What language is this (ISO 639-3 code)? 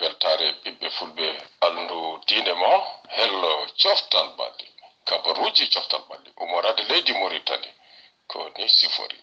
ful